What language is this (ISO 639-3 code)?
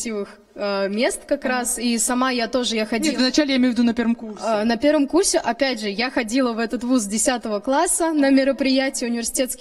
rus